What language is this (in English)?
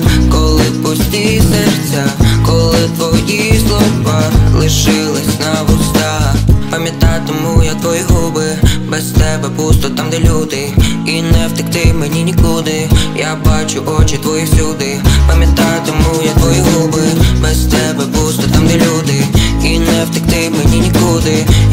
Ukrainian